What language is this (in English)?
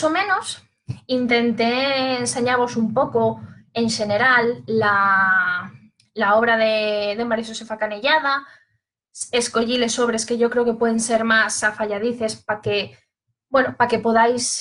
Asturian